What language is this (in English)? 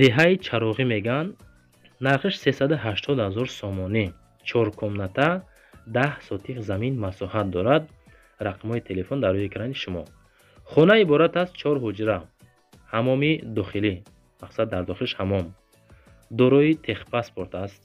Tajik